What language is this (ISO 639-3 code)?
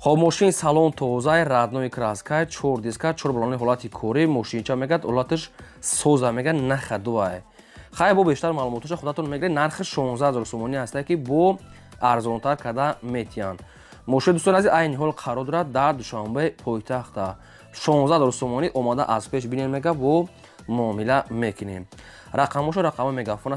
tgk